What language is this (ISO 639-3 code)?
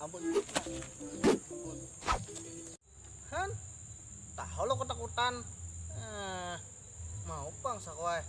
bjn